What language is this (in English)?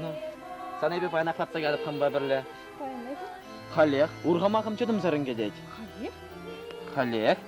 Chuvash